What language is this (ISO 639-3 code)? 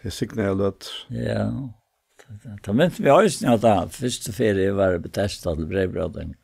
fao